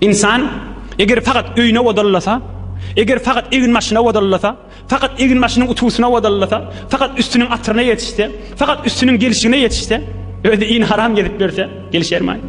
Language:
Turkmen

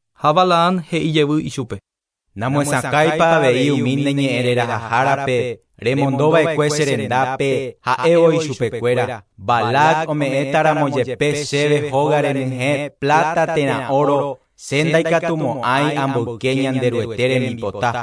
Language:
Guarani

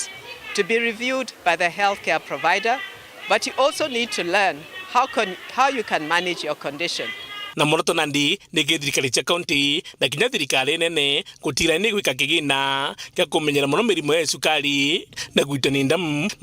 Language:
Meru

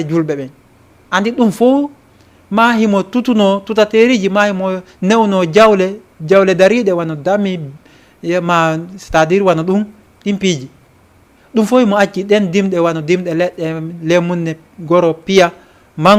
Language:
Fula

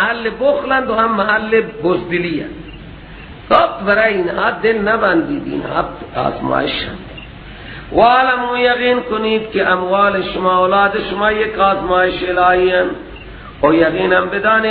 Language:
Persian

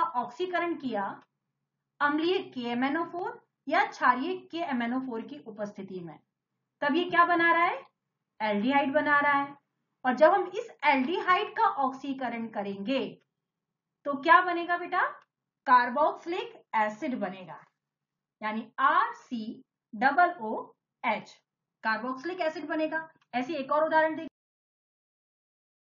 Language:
Hindi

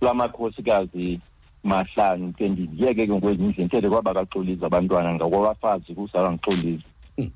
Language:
Xhosa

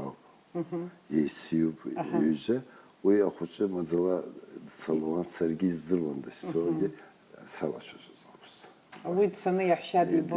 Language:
Abkhazian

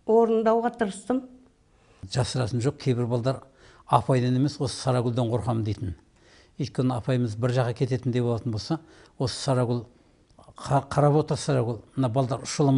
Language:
Kazakh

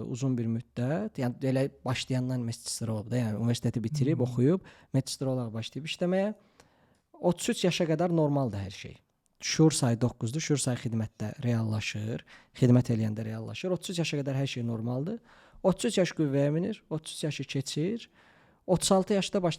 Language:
Azerbaijani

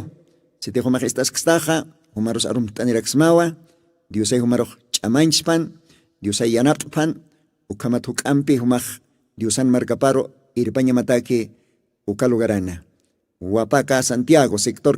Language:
Aymara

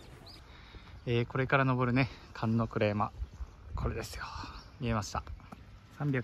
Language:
Japanese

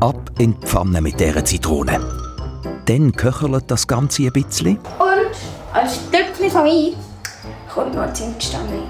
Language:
Swiss German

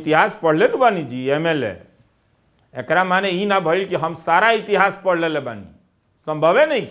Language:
Bhojpuri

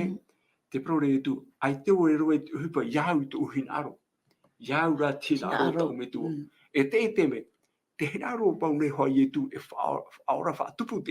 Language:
Tahitian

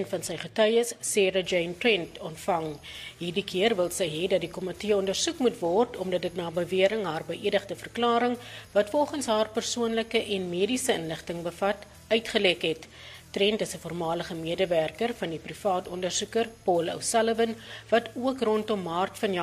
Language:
Afrikaans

